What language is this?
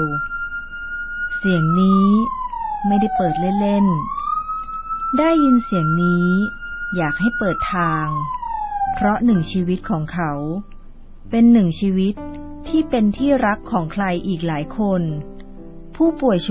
Thai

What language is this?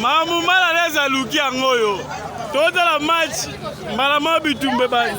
Lingala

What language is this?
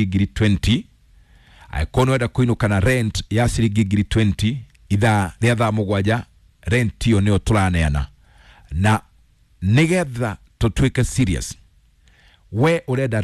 Kikuyu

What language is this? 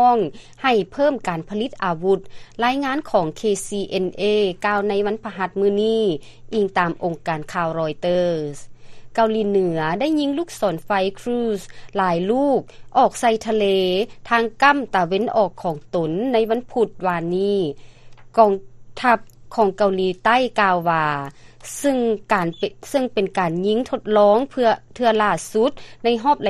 Lao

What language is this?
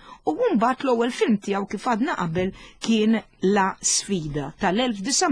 Maltese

